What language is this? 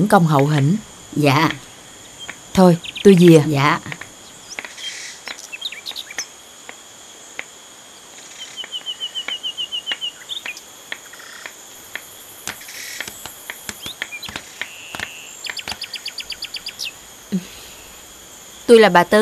Vietnamese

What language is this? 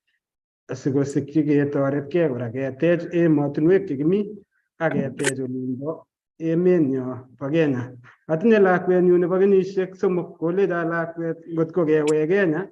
Kalenjin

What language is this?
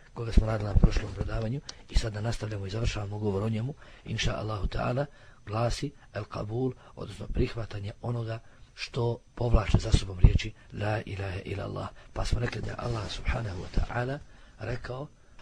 Bosnian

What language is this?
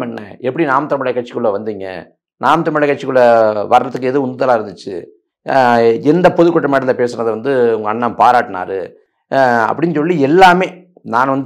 Tamil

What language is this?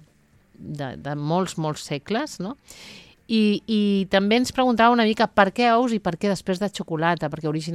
Catalan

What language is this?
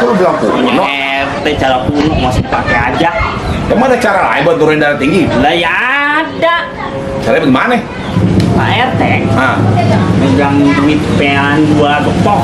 Betawi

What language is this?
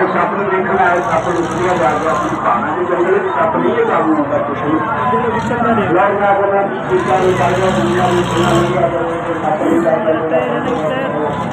Saraiki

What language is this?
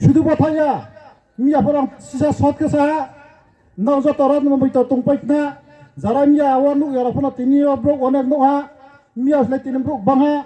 Riang (India)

